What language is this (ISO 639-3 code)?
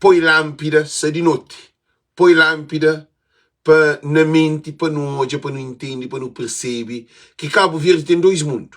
kea